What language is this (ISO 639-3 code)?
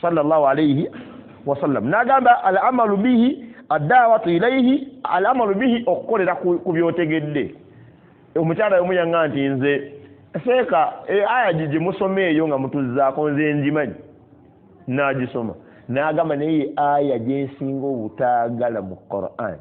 lug